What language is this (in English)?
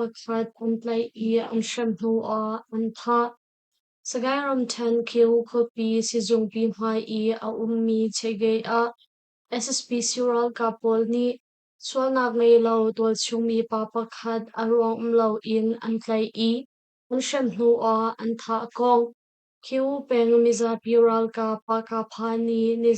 Hakha Chin